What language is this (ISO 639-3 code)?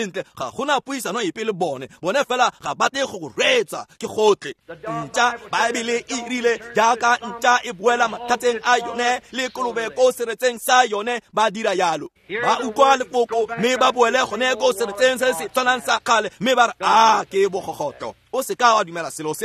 tsn